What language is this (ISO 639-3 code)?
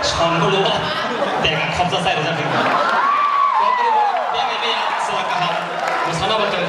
trp